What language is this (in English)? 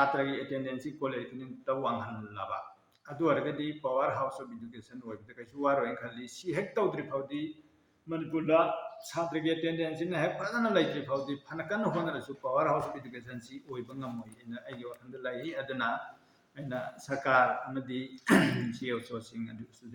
Manipuri